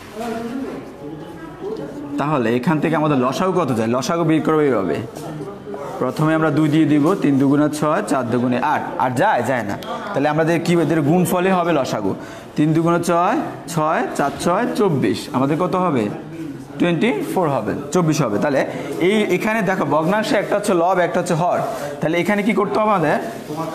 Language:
Bangla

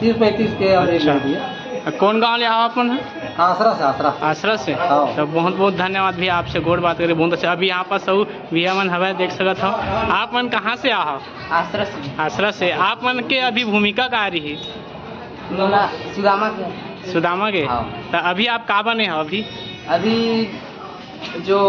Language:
Chhattisgarhi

